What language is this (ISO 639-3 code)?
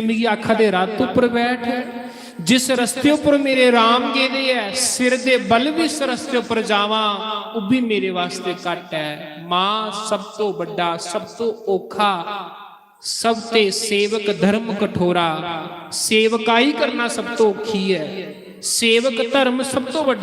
doi